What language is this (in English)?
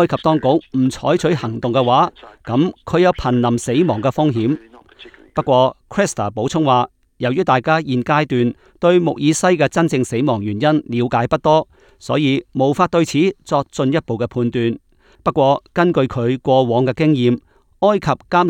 Cantonese